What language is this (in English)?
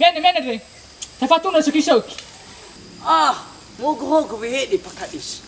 Nias